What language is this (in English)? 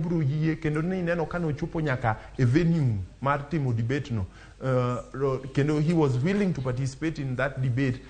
Luo (Kenya and Tanzania)